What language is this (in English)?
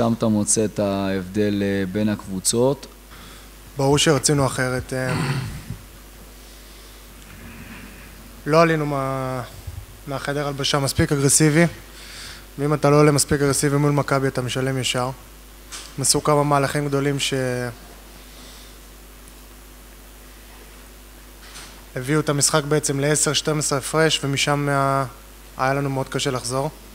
Hebrew